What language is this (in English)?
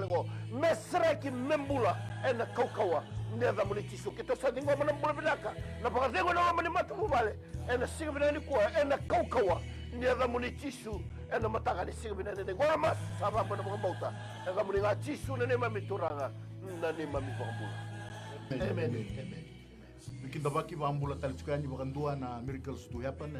Fijian